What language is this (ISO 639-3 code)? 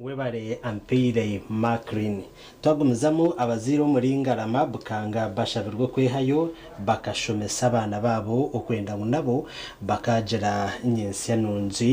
nyn